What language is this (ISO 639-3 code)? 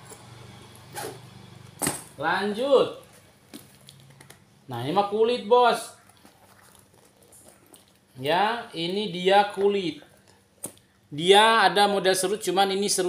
ind